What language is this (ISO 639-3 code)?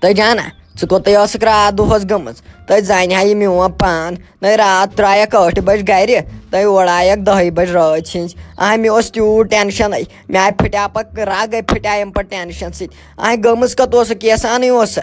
kas